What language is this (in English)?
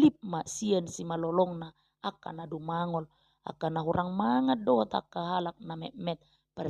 Batak Toba